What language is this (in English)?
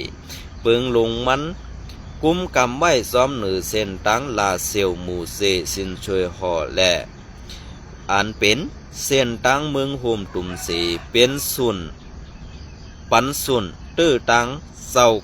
Shan